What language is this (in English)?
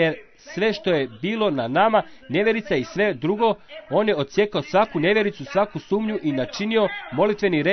Croatian